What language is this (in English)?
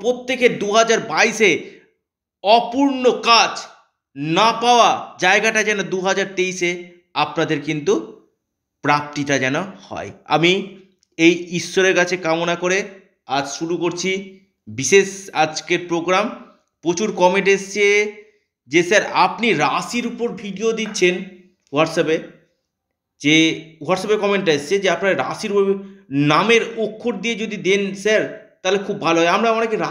Bangla